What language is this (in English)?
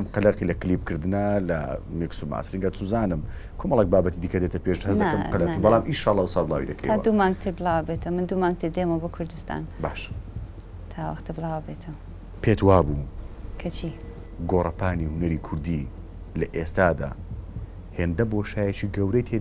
Central Kurdish